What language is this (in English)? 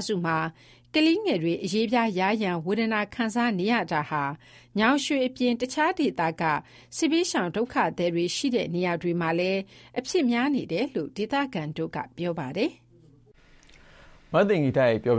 Burmese